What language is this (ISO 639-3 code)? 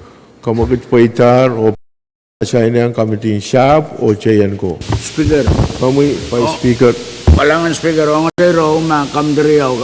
pon